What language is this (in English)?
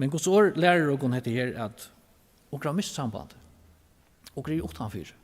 Faroese